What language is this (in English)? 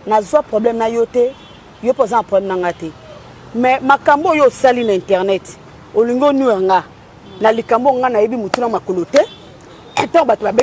Lingala